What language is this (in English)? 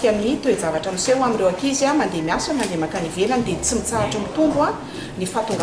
Malagasy